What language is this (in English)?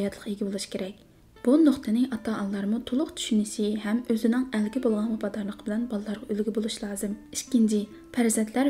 Uyghur